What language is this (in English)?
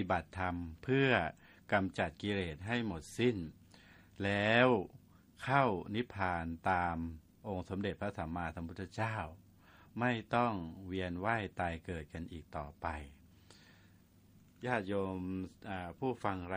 Thai